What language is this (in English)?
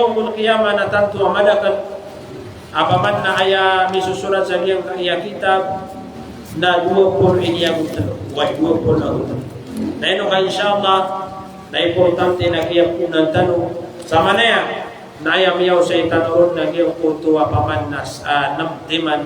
Maranao